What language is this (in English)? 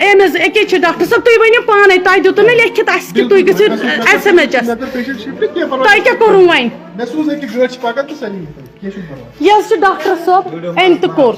Kashmiri